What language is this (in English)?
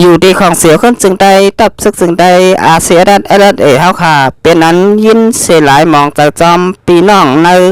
Shan